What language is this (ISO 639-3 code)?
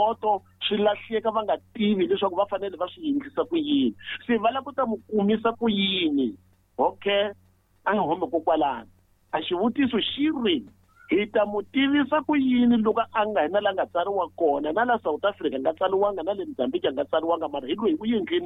tso